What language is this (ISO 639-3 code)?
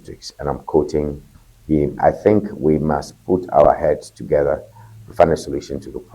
ewe